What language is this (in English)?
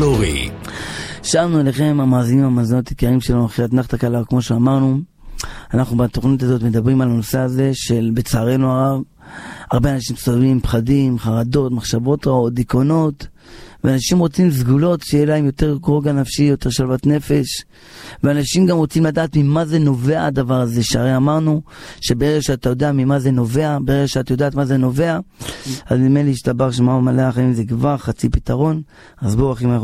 Hebrew